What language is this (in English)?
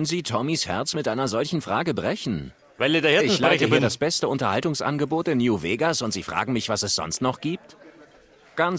Bavarian